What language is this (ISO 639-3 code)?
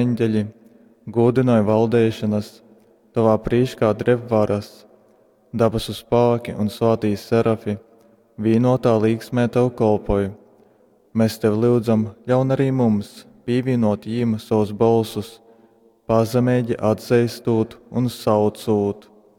ltg